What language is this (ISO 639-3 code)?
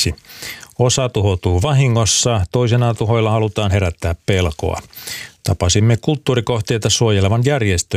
fin